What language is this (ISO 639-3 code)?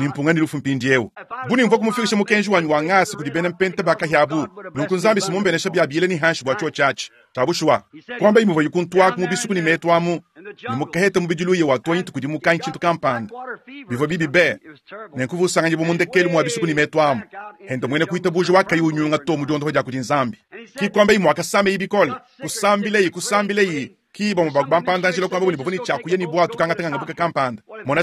lua